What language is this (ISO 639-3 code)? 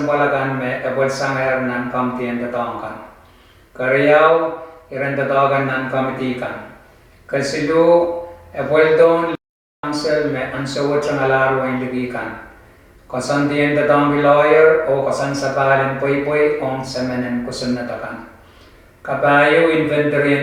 pon